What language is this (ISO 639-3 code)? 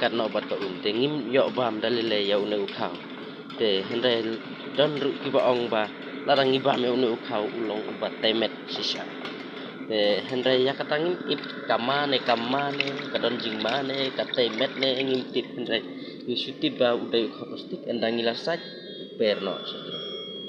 kha